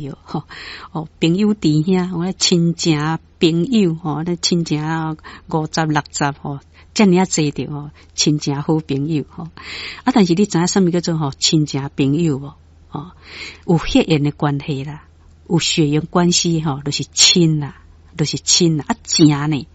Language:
Min Nan Chinese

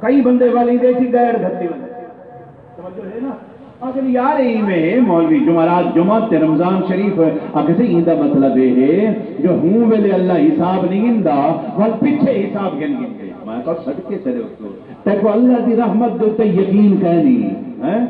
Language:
Saraiki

